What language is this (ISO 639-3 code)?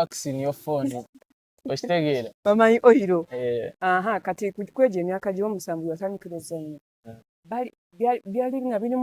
lug